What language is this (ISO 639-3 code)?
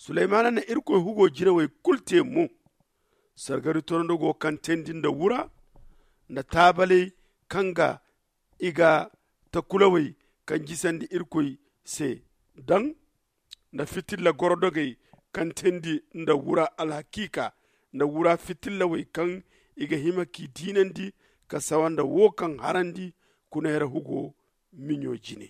dje